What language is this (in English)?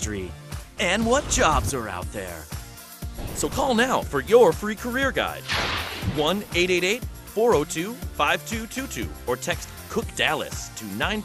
English